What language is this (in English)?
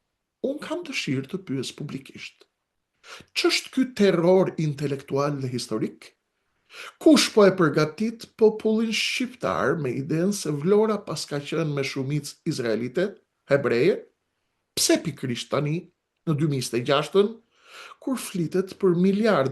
Albanian